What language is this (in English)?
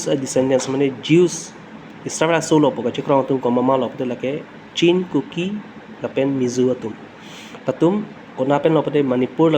Karbi